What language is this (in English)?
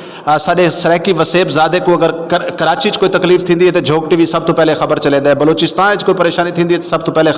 Saraiki